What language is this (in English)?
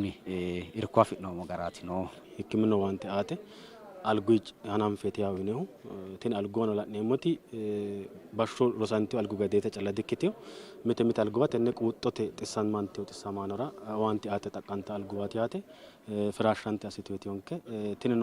Sidamo